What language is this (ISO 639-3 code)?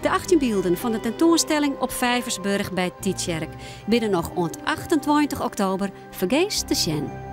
fry